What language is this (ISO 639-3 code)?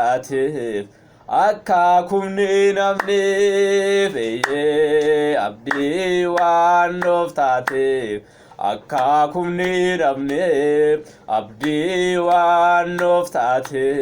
orm